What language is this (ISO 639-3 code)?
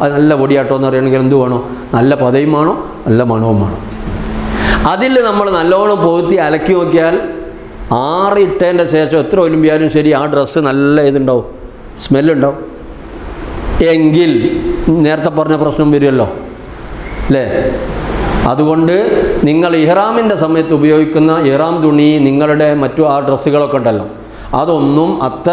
mal